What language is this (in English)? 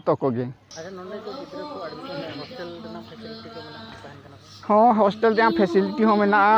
Santali